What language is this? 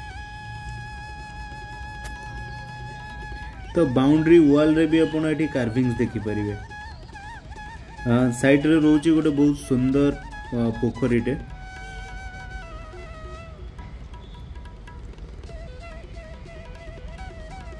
Odia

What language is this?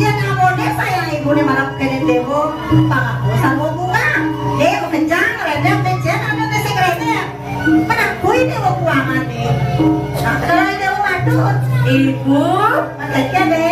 Balinese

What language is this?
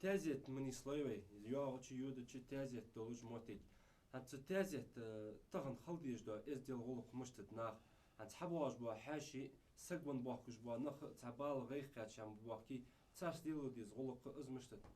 Ingush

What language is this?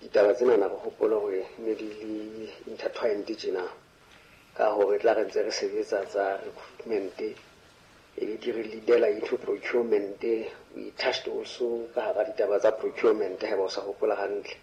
Southern Sotho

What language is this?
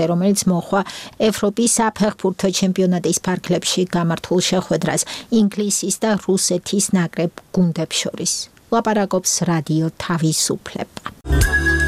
Georgian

